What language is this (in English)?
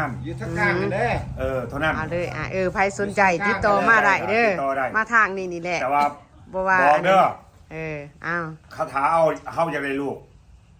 Lao